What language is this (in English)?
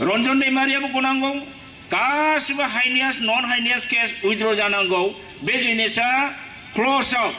Bodo